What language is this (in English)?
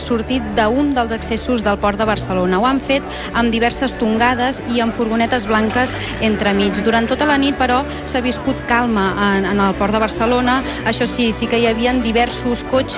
Catalan